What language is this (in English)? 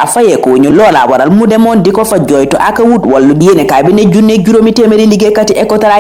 Wolof